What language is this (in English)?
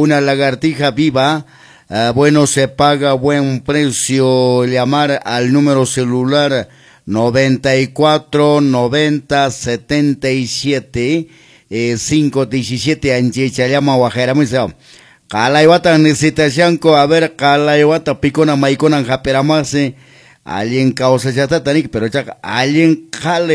Quechua